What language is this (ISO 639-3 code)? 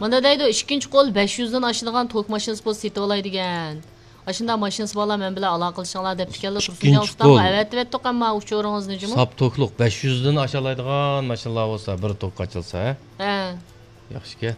uig